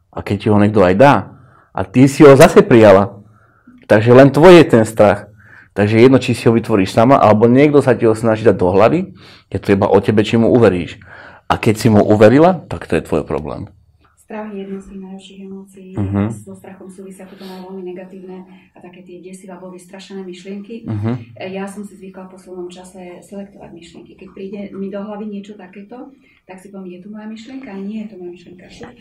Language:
Slovak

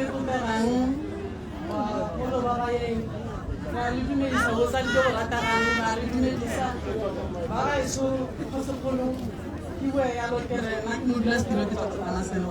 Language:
Tswana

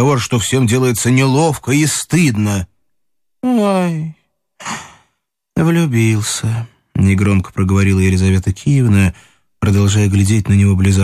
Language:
Russian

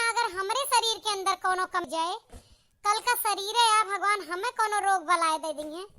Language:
Awadhi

